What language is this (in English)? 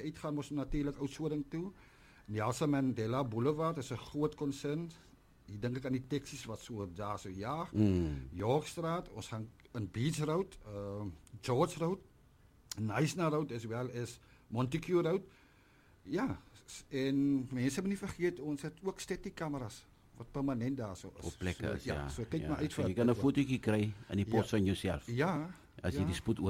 Afrikaans